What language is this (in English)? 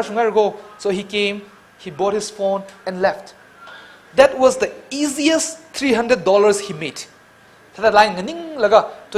Tangkhul Naga (India)